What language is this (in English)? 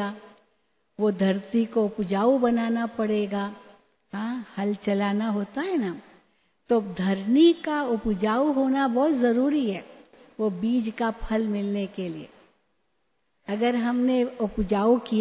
Hindi